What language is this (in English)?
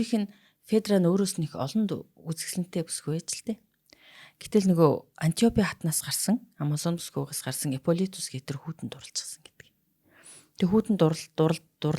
Mongolian